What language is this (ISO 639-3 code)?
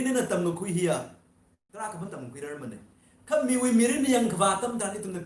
nmf